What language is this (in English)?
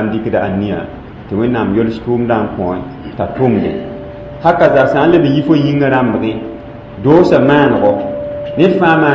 Mossi